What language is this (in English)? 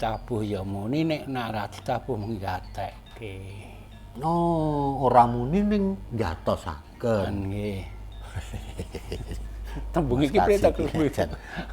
Javanese